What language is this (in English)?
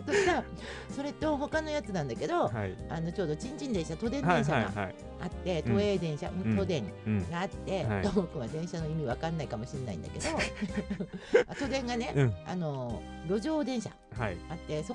Japanese